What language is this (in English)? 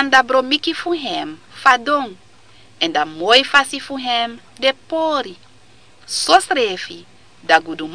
Sranan Tongo